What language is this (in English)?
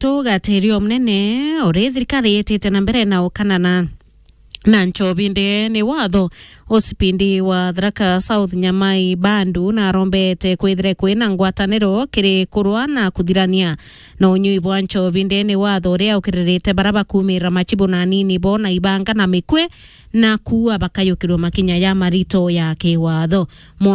Meru